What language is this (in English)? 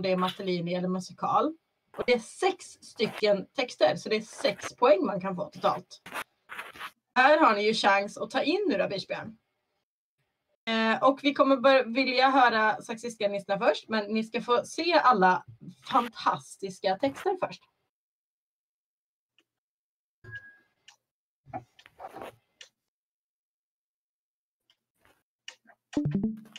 Swedish